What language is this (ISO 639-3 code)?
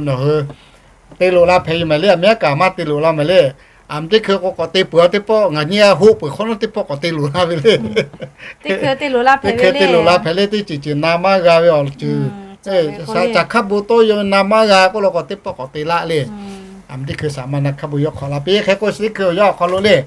lhu